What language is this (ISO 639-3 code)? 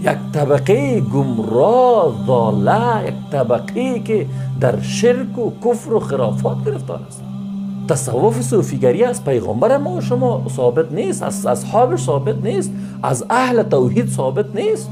fas